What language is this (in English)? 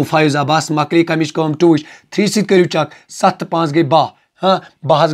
Kashmiri